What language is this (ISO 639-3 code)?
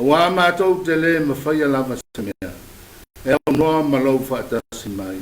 smo